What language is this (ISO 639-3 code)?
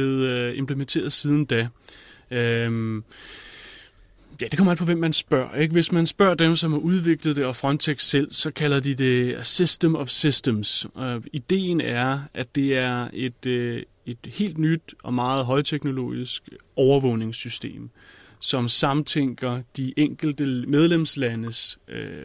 dan